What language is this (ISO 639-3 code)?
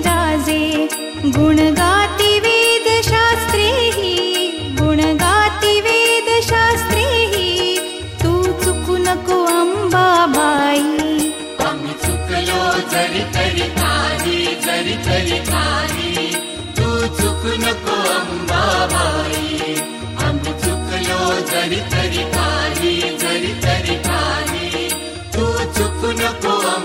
mar